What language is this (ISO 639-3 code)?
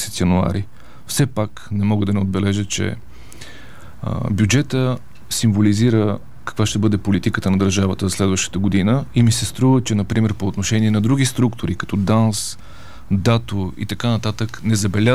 bul